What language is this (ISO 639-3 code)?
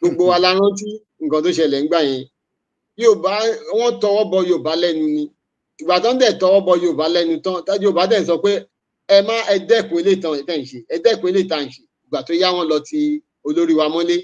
yor